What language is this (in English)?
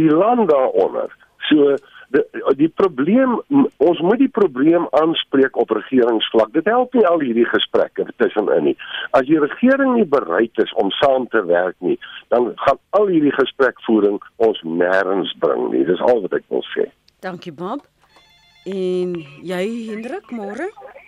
Afrikaans